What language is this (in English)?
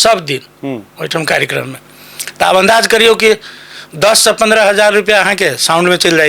Maithili